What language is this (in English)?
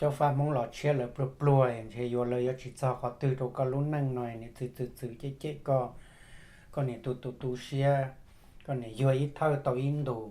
Hmong